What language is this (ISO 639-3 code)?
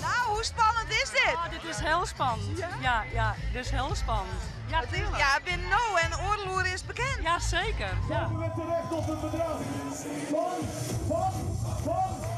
fry